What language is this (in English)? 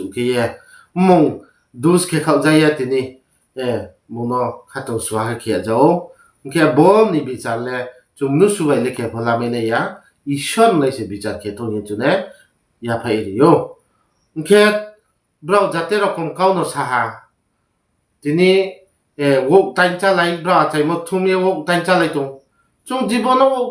Riang (India)